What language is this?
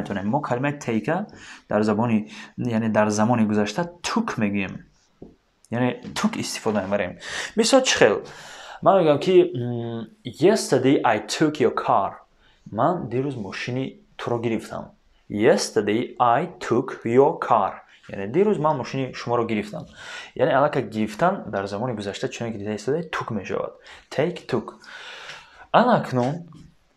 Tajik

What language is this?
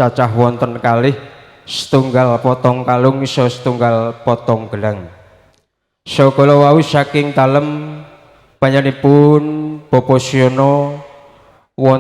Javanese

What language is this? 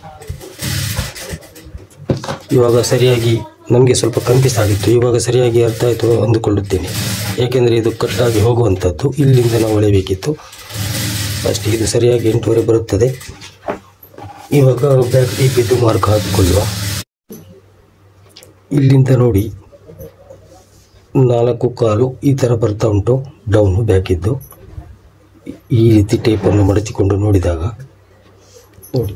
Kannada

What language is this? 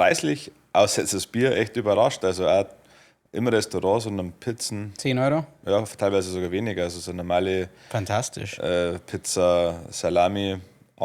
Bavarian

